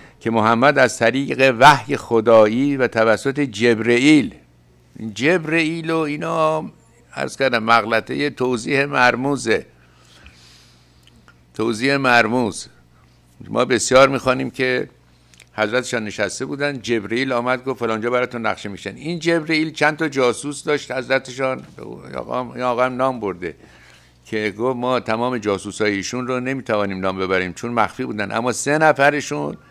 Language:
Persian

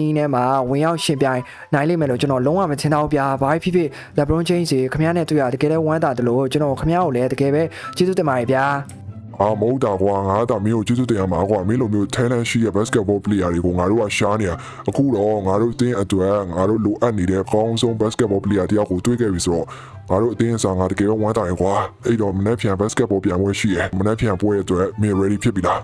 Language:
Burmese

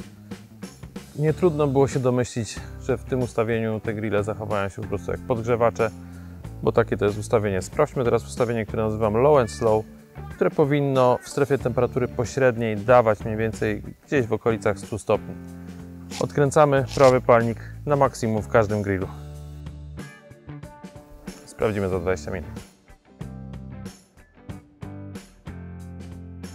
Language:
Polish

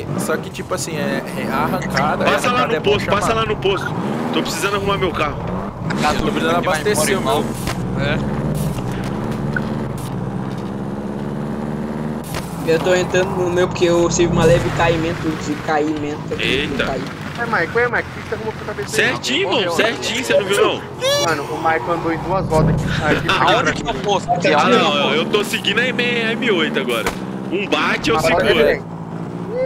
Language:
Portuguese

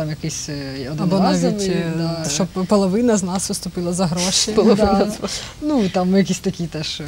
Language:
Ukrainian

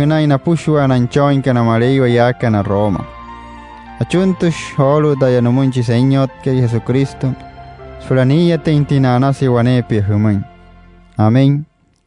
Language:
Wayuu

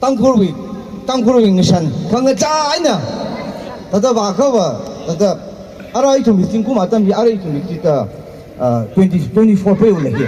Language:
Tangkhul Naga (India)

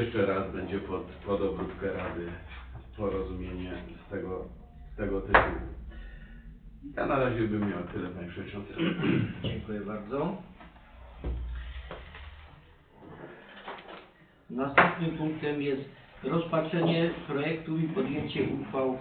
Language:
Polish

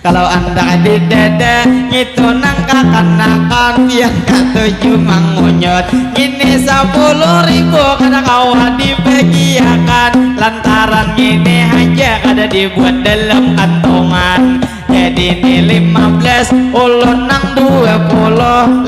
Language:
Banjar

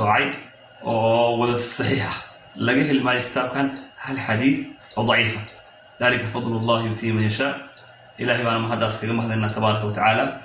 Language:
Somali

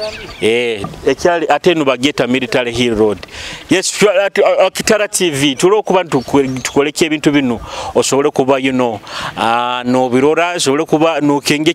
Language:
Nyoro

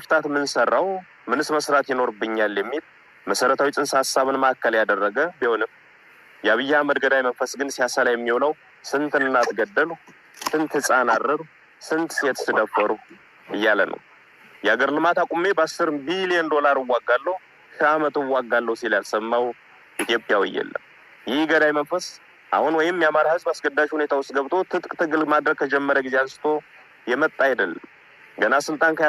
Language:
Amharic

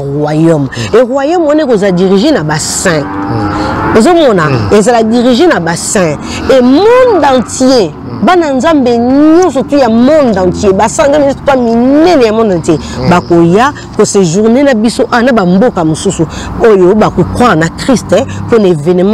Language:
Lingala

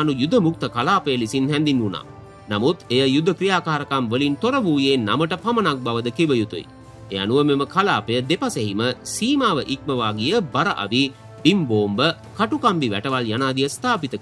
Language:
Sinhala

